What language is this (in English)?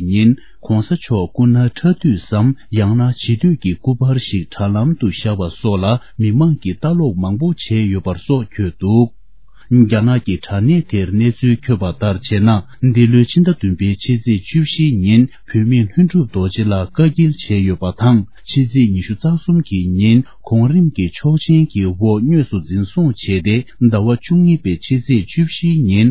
Tibetan